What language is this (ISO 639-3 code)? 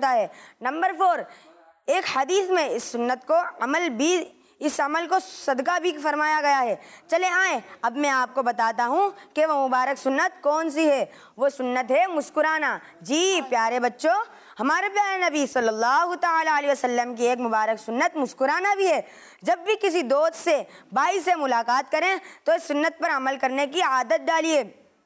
hin